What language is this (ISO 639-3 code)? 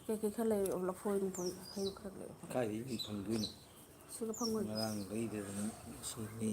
mni